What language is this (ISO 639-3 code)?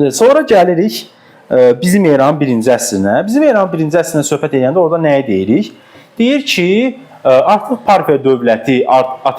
aze